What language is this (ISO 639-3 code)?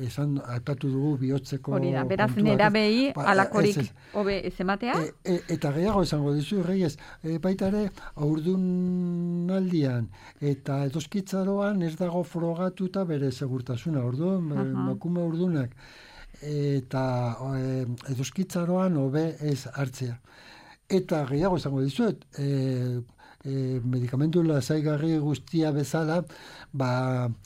eus